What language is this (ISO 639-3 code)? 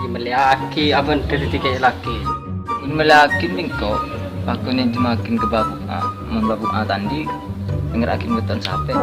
mad